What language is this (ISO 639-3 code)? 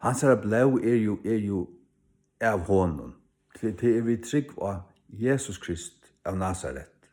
fao